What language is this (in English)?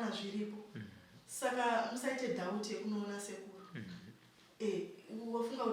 Shona